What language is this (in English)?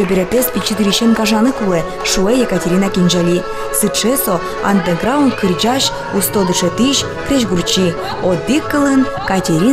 Udmurt